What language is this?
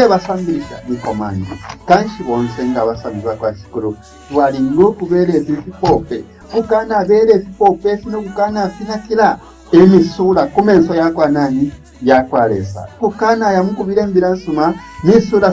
Bemba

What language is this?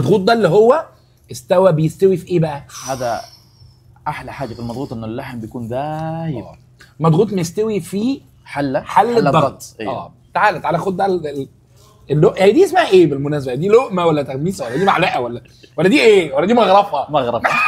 Egyptian Arabic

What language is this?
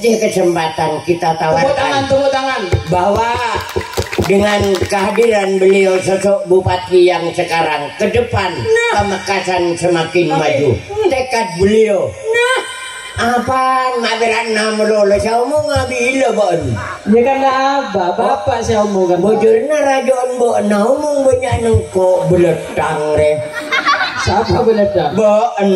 Madurese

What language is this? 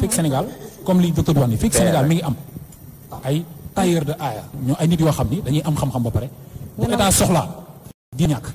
Wolof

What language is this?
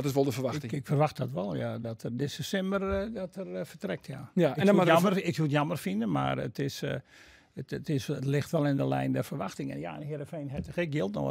Western Frisian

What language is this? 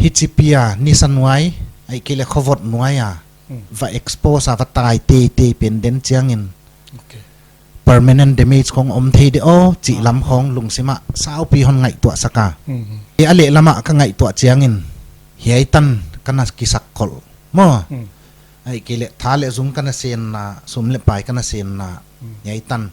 Paite Chin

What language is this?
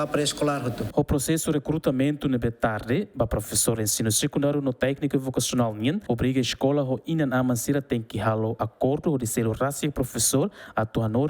Tetum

